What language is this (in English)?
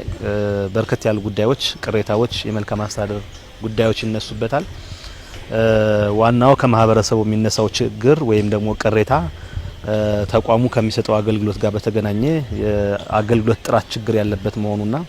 Amharic